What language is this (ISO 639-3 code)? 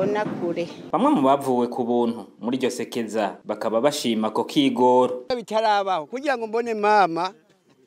run